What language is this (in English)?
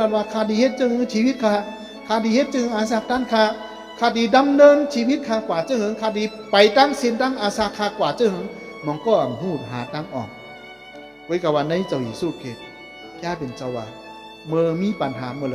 Shan